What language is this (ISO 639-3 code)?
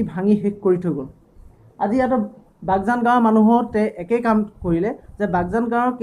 asm